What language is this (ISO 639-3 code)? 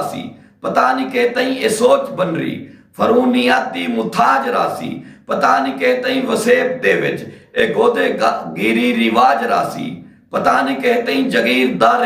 skr